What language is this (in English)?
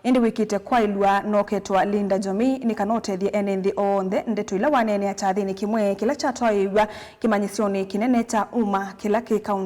Kamba